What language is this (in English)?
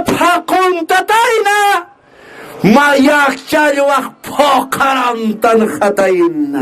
Aymara